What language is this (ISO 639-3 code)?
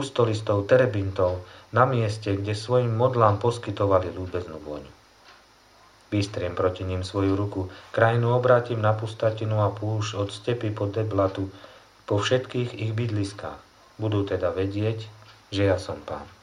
slk